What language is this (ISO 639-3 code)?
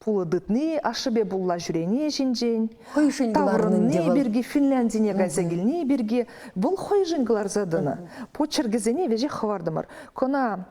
chv